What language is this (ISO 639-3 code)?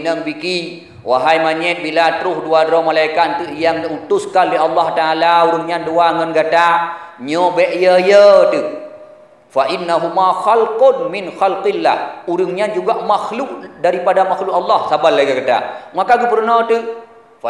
ace